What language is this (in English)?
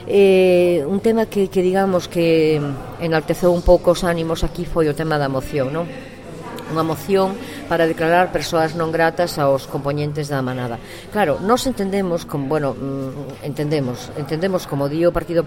Galician